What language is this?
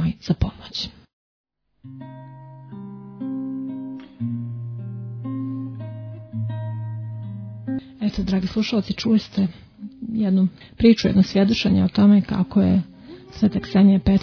Serbian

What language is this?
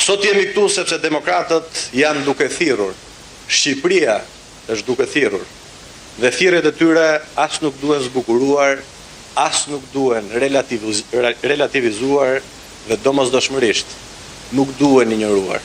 Albanian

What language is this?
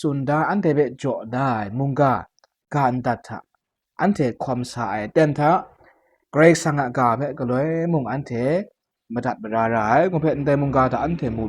Kachin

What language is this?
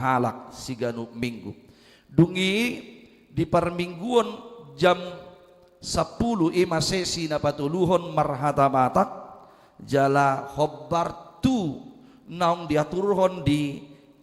Batak Toba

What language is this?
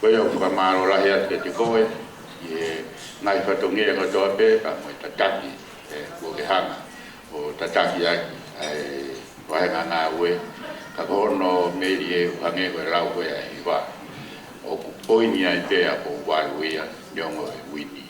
Tongan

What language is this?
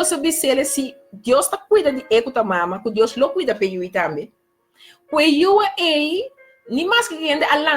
Papiamento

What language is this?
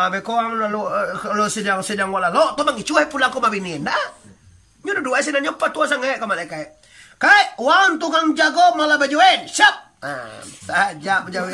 Minangkabau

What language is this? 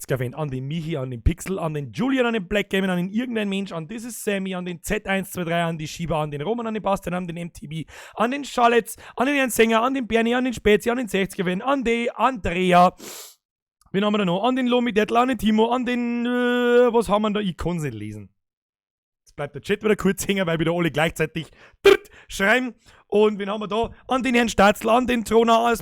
Bavarian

